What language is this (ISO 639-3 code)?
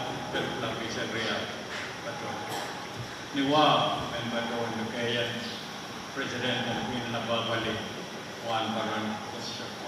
pon